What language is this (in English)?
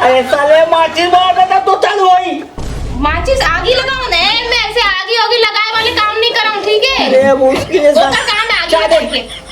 Chhattisgarhi